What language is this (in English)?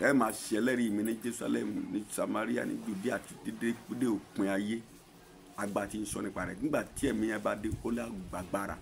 Yoruba